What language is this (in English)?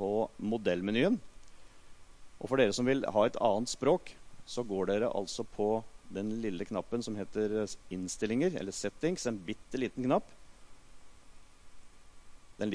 Norwegian